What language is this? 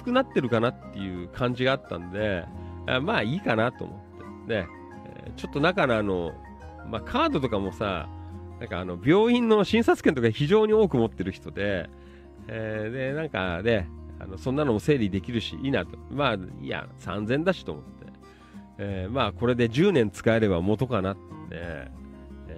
Japanese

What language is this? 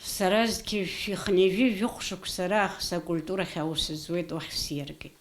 Abkhazian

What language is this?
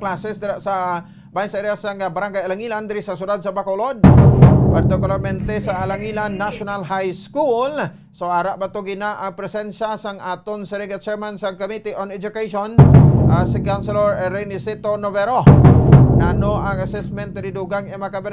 Hiligaynon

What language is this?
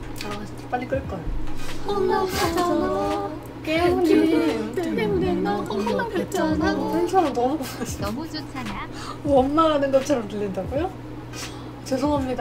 Korean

